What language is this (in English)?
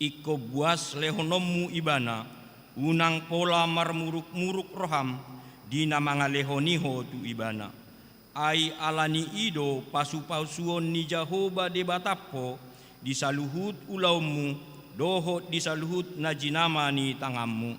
Batak Toba